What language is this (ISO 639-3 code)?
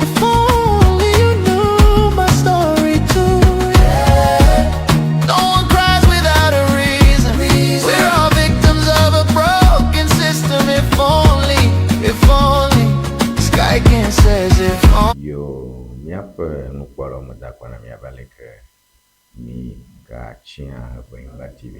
ewe